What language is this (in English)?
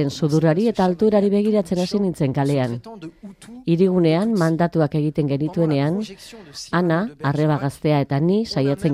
Basque